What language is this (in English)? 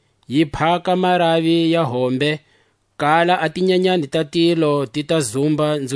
Tswa